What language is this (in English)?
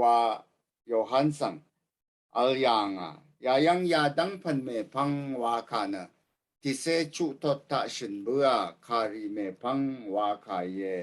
Rawang